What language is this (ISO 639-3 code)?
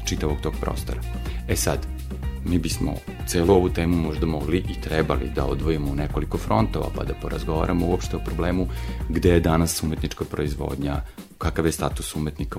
srp